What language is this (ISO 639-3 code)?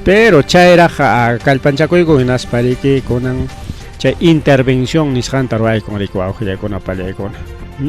quy